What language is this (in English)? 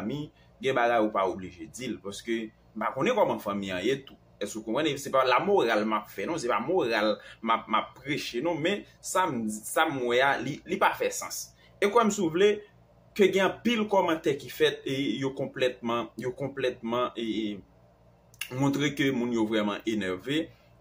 Haitian Creole